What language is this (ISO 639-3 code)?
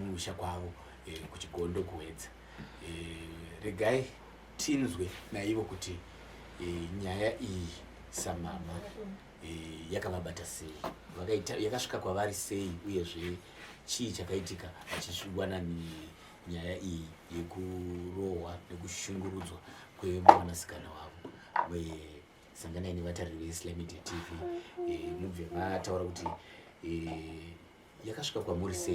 sna